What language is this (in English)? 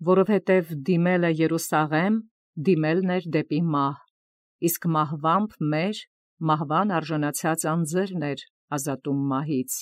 Armenian